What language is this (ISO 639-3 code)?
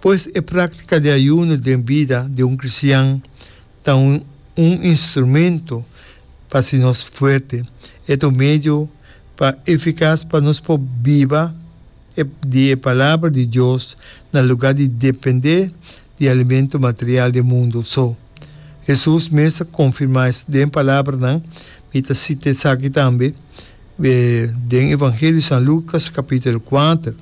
pap